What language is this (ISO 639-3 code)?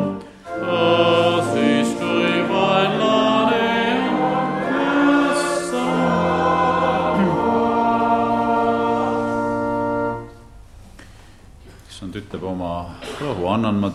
est